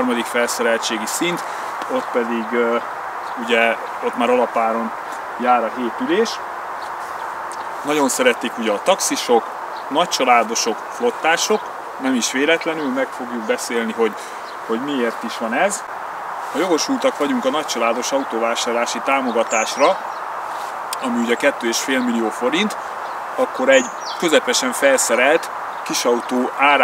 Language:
Hungarian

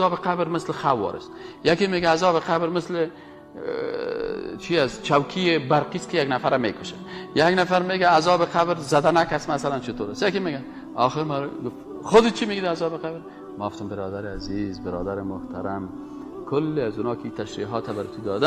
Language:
Persian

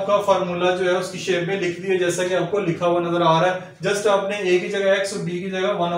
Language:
Hindi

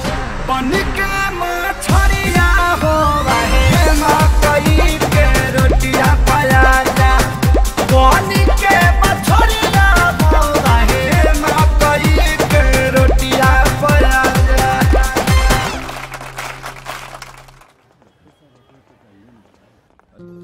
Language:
Bhojpuri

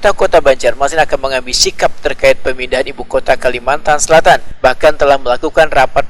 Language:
Banjar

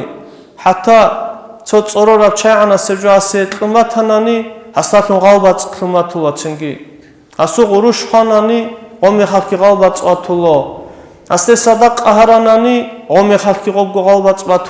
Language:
Avaric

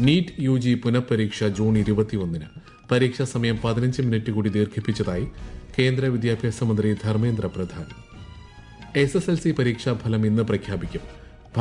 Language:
Malayalam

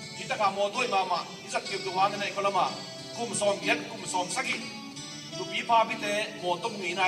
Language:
Tedim Chin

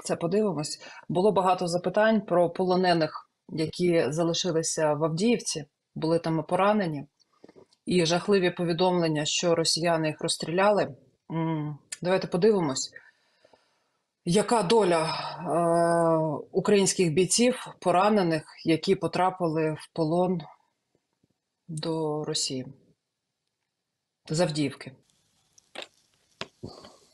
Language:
Ukrainian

